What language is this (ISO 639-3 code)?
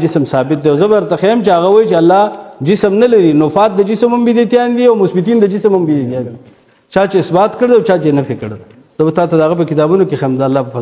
pus